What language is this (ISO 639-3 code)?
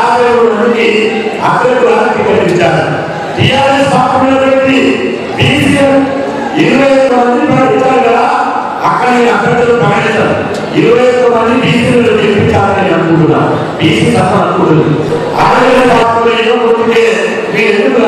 tel